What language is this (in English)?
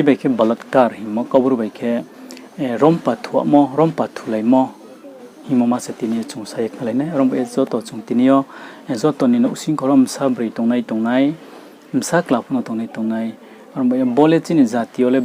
Riang (India)